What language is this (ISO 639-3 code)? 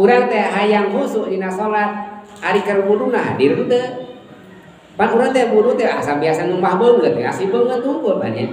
sun